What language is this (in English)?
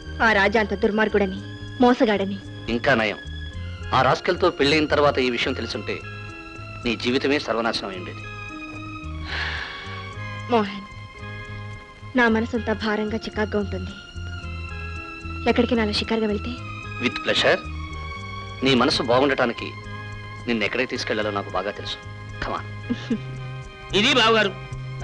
Telugu